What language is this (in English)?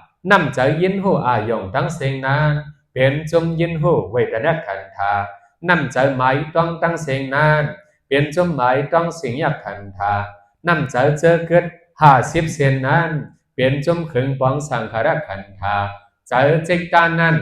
Shan